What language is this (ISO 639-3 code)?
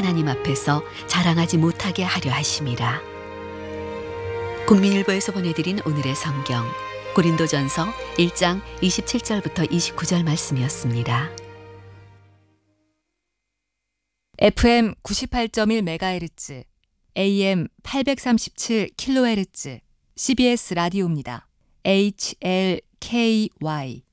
kor